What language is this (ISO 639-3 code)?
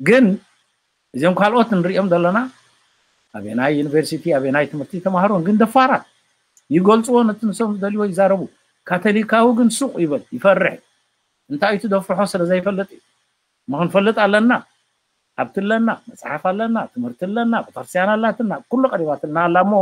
tir